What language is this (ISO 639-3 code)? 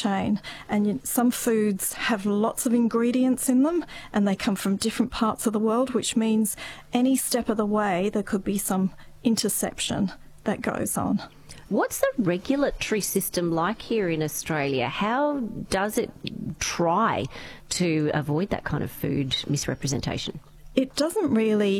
eng